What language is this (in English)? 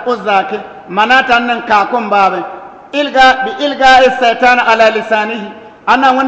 Bissa